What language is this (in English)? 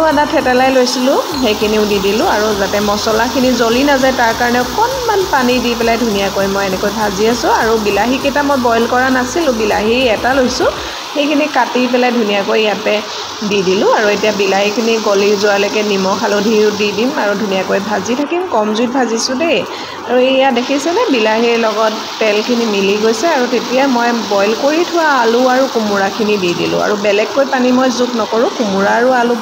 Assamese